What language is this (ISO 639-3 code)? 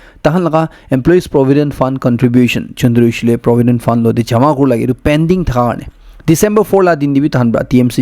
nag